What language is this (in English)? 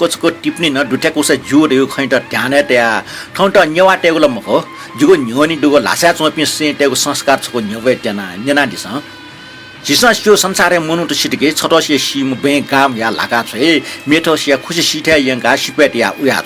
Newari